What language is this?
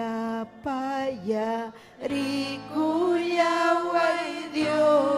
Ayacucho Quechua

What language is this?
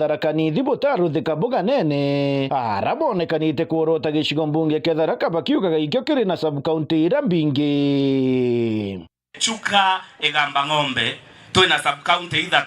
Meru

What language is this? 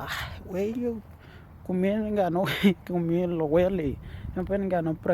Western Dani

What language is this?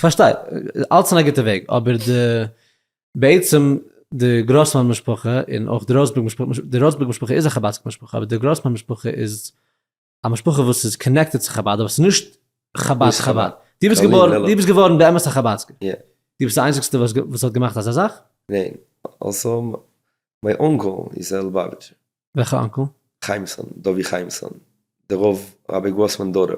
Yiddish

